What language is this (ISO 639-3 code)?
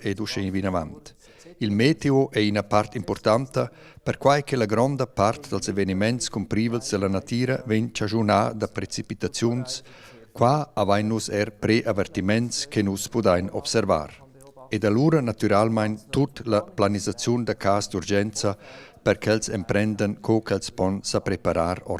roh